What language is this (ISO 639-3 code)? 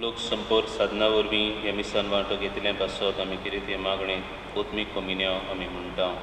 kok